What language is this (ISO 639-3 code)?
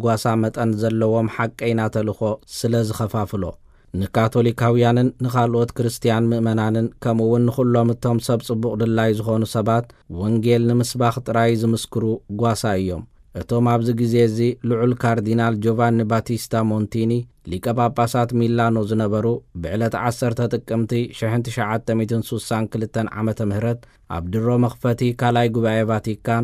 tir